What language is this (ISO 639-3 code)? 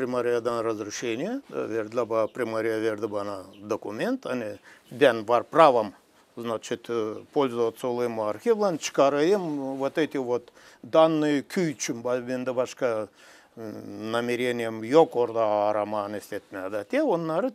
gag